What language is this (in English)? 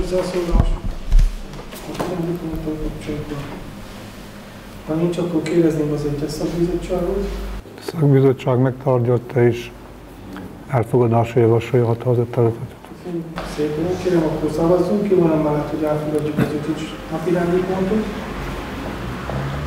Hungarian